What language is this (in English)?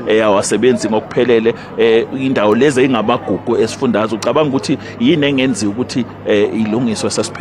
Zulu